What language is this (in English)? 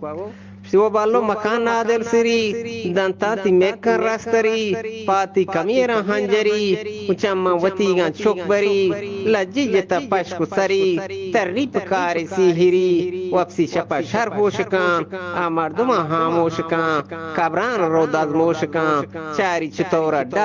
Eastern Balochi